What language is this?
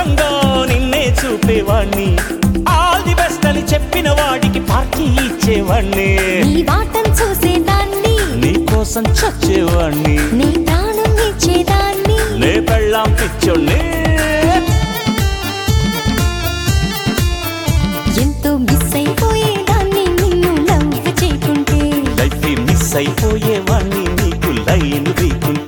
Telugu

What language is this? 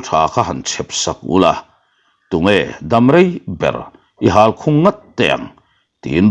Mizo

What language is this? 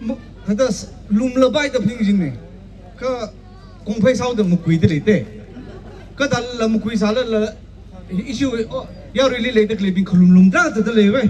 Tangkhul Naga (India)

